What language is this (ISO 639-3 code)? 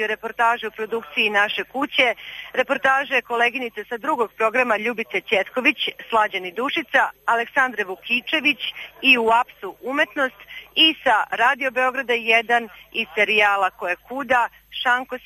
srp